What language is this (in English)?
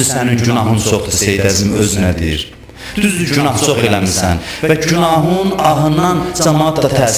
Azerbaijani